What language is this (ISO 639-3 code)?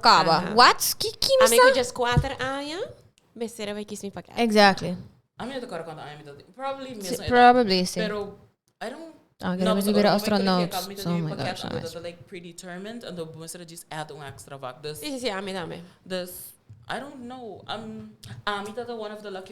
pap